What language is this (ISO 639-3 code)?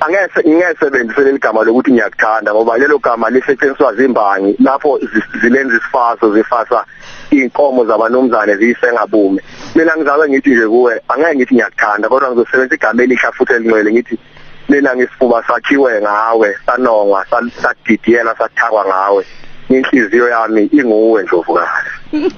zul